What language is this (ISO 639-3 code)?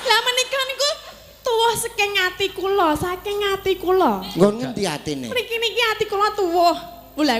jav